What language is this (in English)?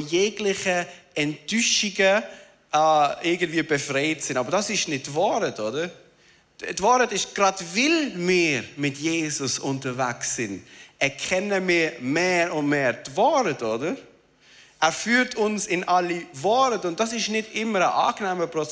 Swiss German